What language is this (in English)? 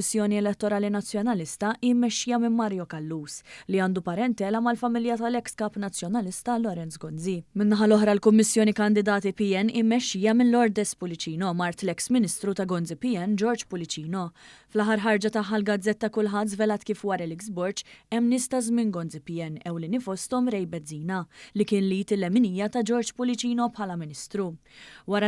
Maltese